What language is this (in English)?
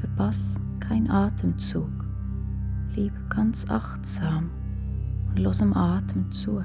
Swiss German